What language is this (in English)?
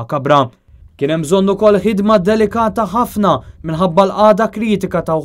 Maltese